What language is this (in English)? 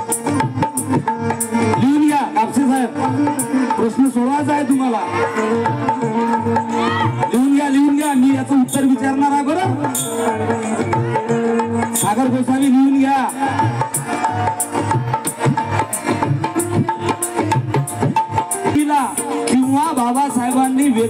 Marathi